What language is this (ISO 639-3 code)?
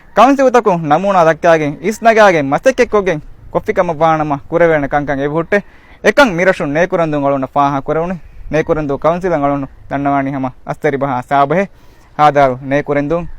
div